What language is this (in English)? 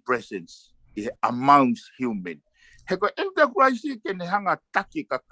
Tongan